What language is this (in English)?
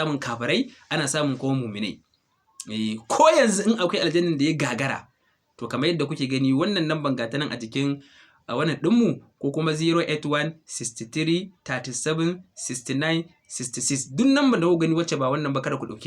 Hausa